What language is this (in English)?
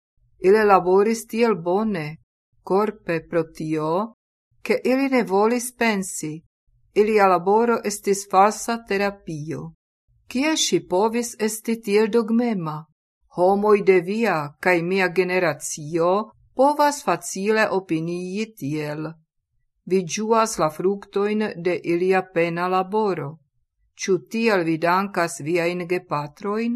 Esperanto